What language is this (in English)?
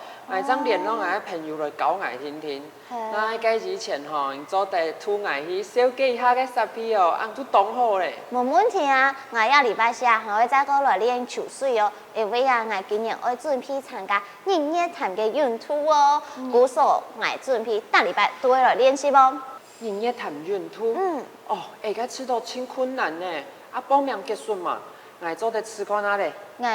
Hakka Chinese